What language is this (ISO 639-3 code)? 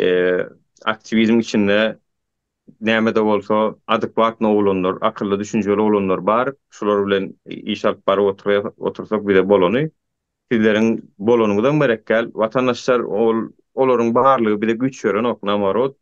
tuk